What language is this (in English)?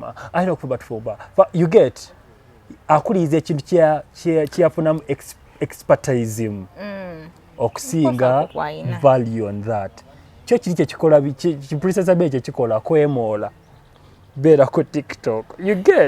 Ganda